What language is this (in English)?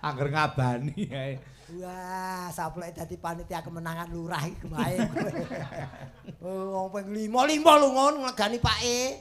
Javanese